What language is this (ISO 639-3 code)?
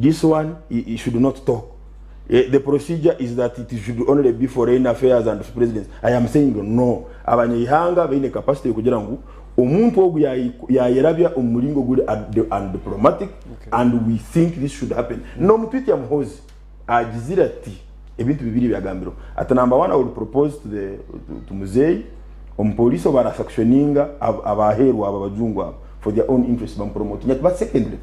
nyn